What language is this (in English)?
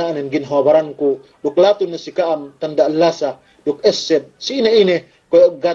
Yakan